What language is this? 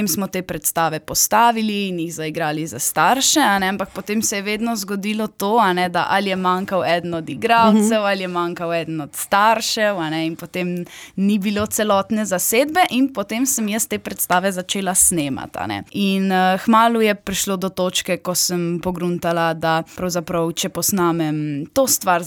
Slovenian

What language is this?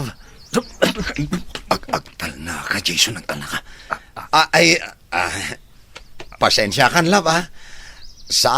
Iloko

